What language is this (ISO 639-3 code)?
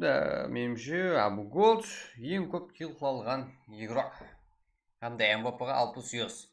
kaa